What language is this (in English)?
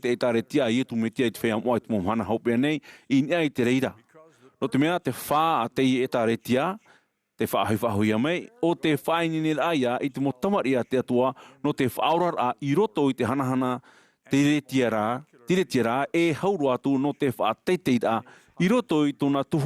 Tahitian